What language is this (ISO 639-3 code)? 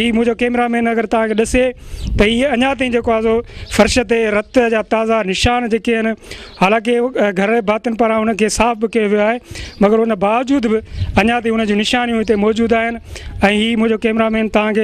snd